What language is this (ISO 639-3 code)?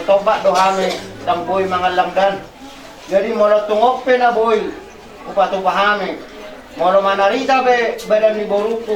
bbc